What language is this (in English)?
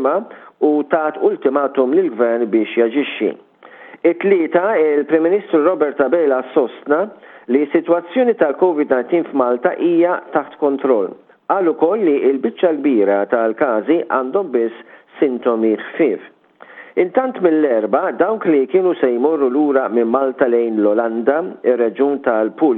Maltese